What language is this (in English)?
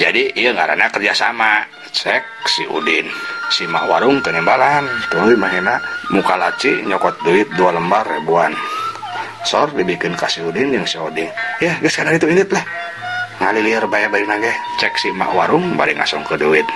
Sundanese